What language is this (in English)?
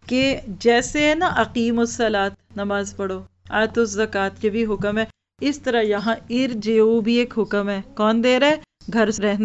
Urdu